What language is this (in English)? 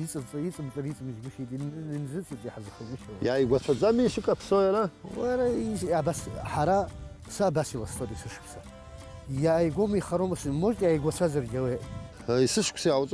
Abkhazian